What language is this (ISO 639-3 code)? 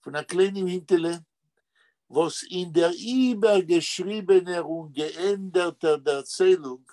yid